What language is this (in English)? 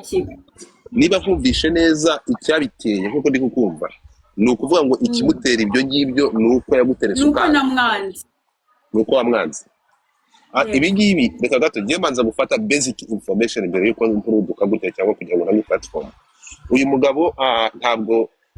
Kinyarwanda